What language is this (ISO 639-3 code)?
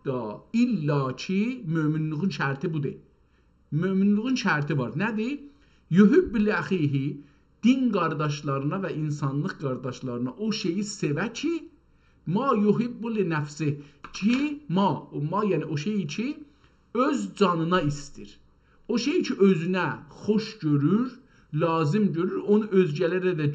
azb